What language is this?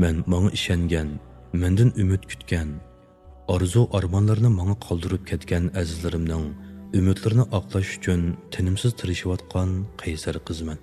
Uyghur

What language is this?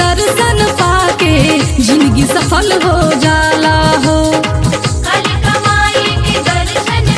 Bhojpuri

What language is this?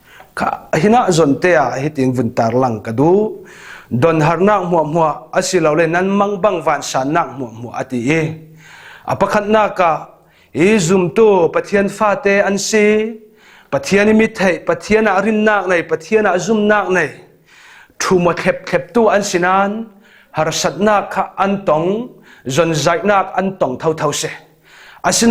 Falam Chin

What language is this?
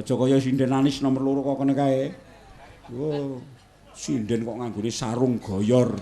Javanese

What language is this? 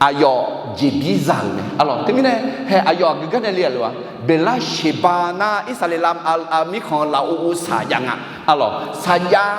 Akha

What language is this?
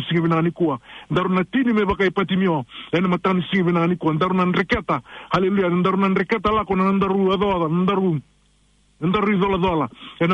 Fijian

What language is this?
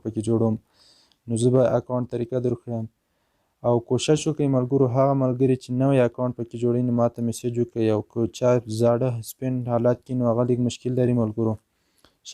Pashto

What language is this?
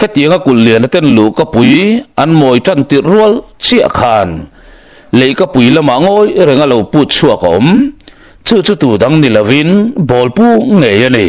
Mizo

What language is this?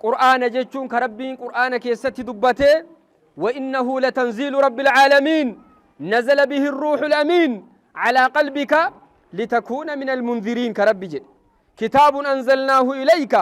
Oromo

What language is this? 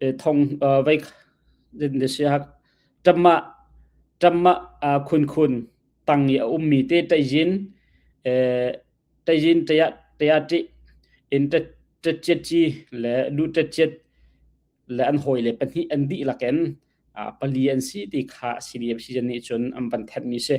Hakha Chin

